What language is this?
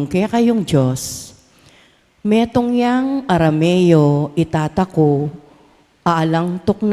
Pampanga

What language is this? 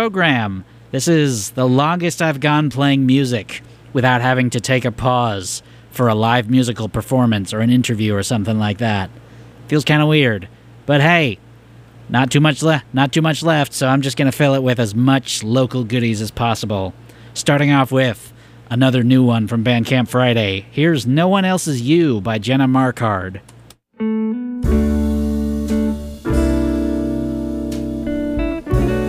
English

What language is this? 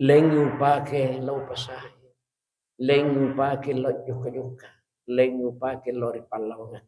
Buginese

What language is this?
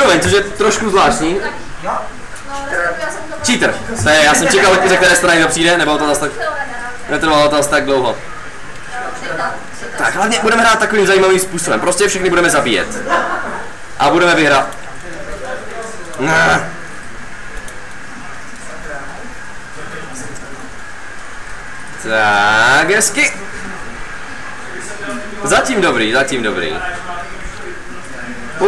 Czech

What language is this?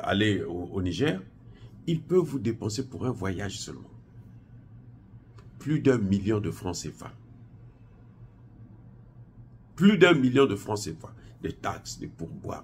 French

